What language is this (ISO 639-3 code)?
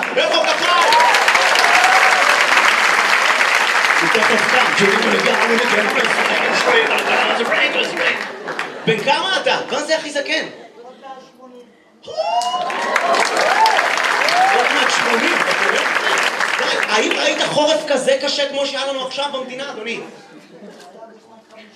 heb